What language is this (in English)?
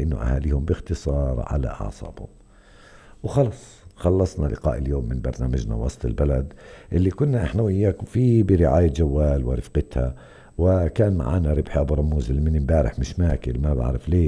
North Levantine Arabic